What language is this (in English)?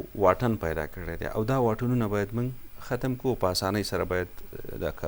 Pashto